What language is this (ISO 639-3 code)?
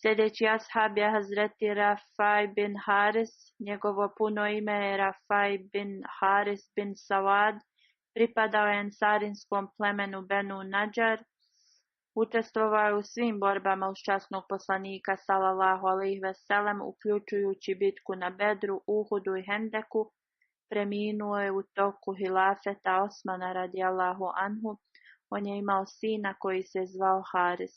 bos